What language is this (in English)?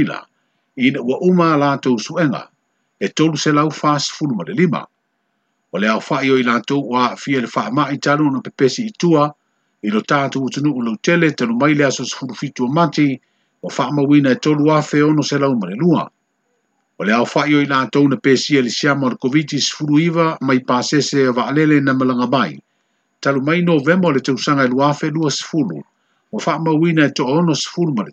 Samoan